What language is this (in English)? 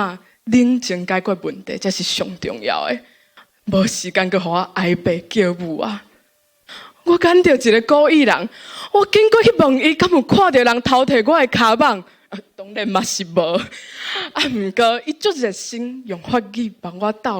Min Nan Chinese